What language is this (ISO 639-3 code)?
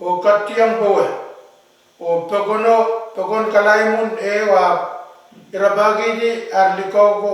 pon